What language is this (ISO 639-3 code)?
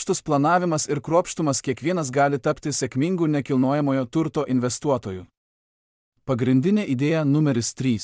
lit